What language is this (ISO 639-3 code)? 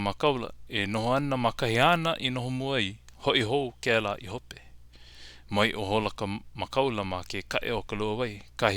haw